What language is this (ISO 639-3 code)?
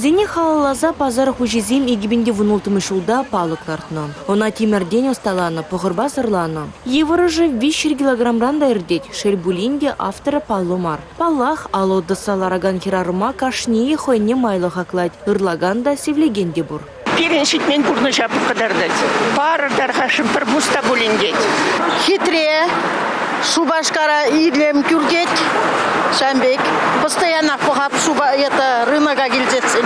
chv